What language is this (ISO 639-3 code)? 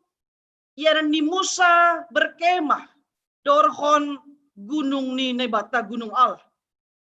bts